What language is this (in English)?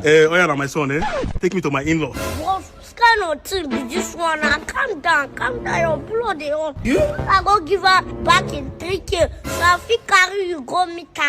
Nigerian Pidgin